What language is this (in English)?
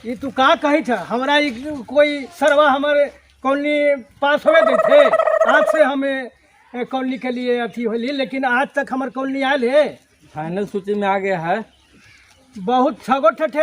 Magahi